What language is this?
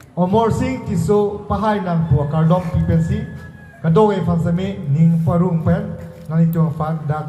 Karbi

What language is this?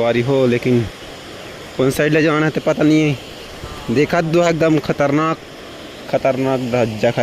Chhattisgarhi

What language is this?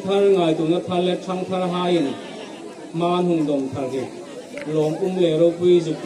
Hmar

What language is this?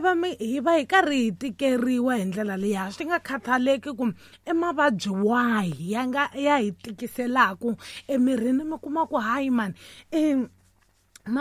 Tsonga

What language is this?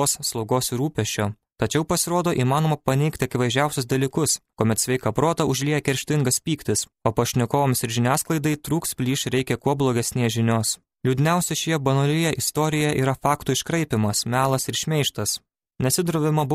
Lithuanian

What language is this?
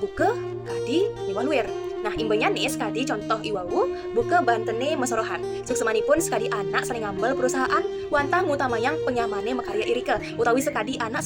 Balinese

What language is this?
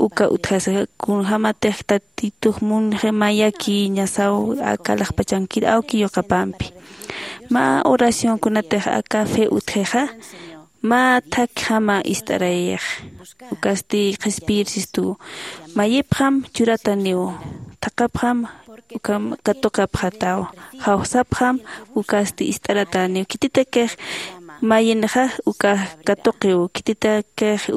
Aymara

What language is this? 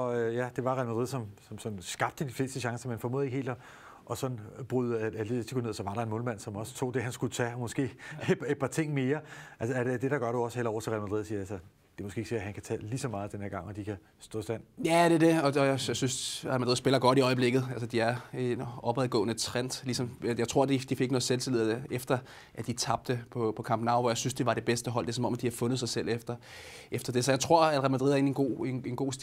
Danish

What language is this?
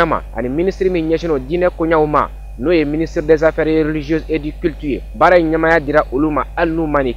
Bambara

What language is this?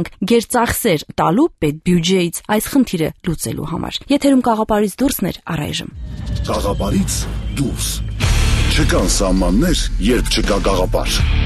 Armenian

